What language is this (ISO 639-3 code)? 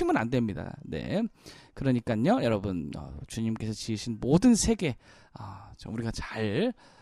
kor